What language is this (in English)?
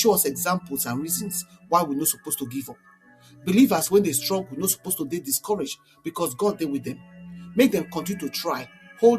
Nigerian Pidgin